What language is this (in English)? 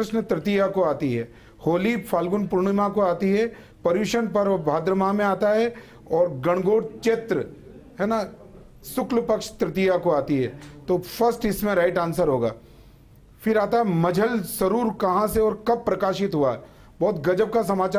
Hindi